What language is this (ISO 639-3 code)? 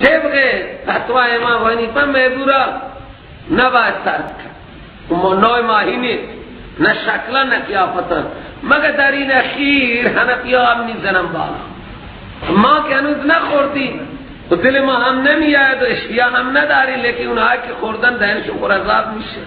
fas